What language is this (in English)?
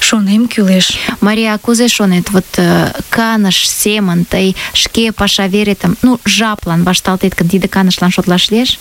Mari